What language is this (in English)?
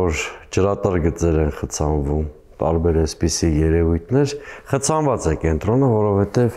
Armenian